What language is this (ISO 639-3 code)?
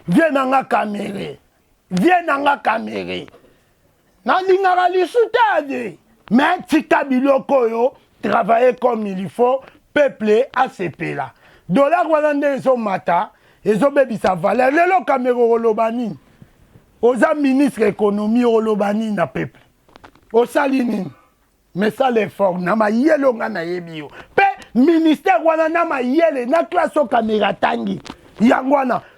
lin